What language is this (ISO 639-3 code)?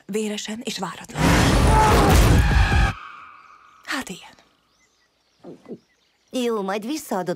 hun